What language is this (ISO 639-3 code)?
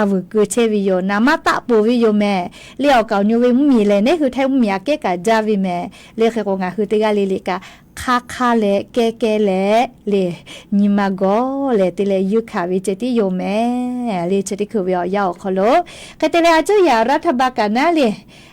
lhu